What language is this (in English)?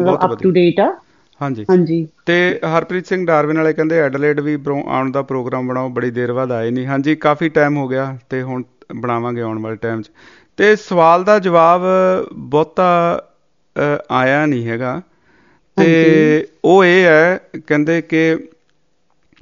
Punjabi